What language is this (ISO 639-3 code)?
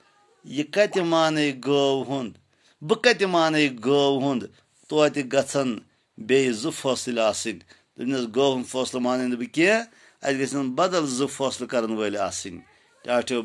kas